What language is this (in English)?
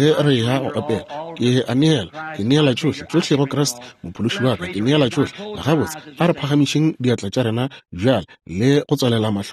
Northern Sotho